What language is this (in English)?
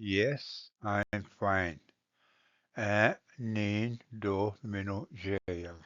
Ojibwa